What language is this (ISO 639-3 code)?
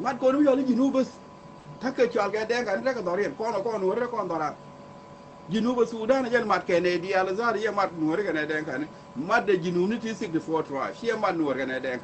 nus